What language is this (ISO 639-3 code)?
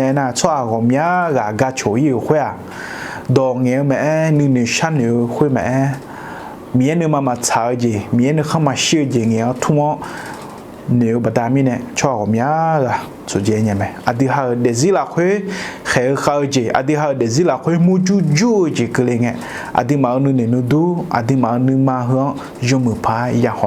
ahk